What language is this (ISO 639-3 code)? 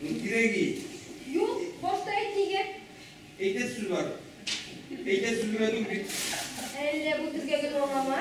tat